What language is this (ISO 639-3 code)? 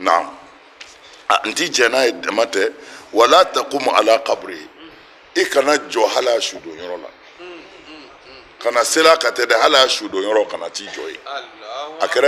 bam